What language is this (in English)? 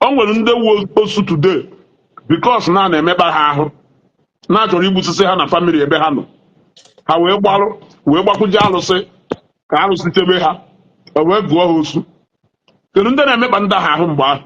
Igbo